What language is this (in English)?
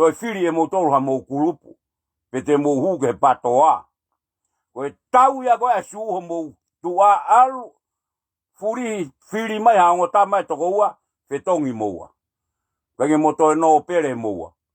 Tongan